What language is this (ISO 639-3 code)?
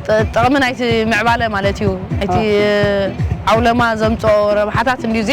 tir